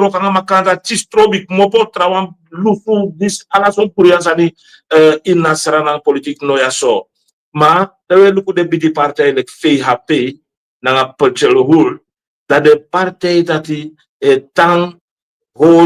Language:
Sranan Tongo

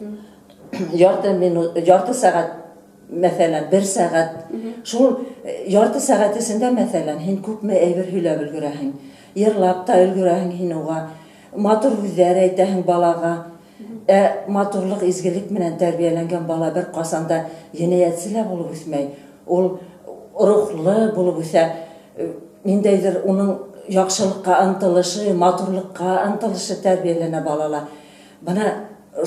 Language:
Bashkir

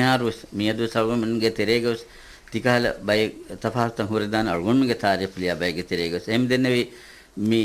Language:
Divehi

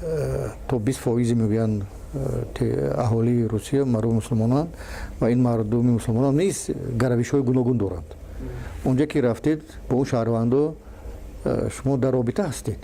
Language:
Tajik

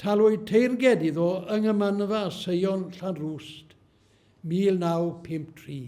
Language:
Welsh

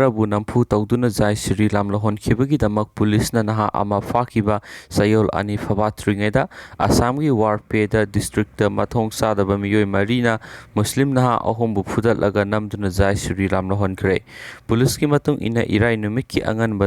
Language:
Manipuri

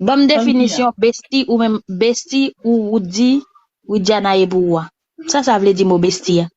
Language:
Haitian Creole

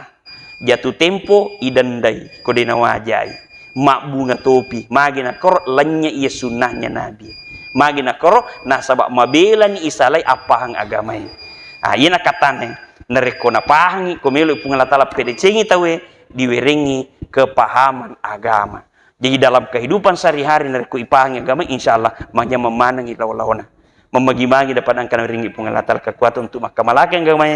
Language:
Buginese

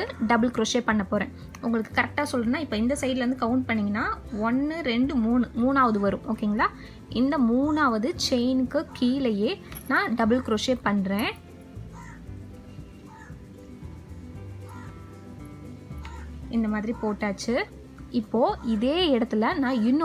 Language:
Tamil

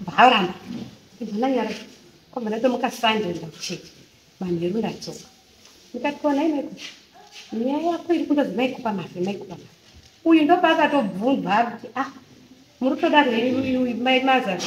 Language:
Shona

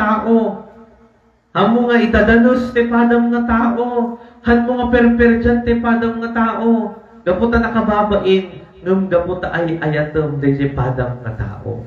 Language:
Iloko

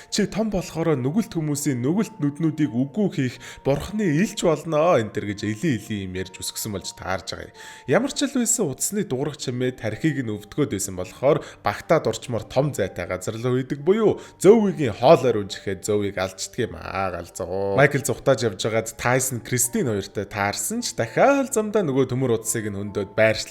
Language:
Mongolian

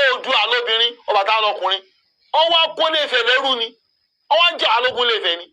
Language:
Yoruba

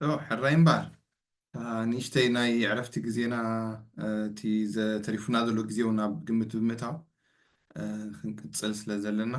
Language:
Tigrinya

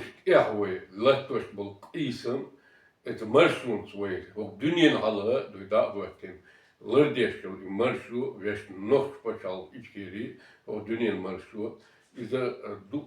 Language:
Chechen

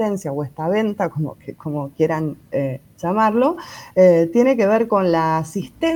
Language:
Spanish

